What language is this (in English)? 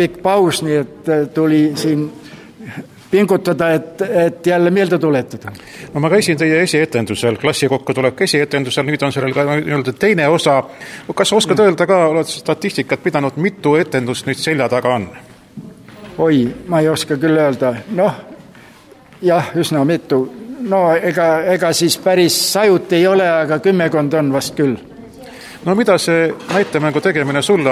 Estonian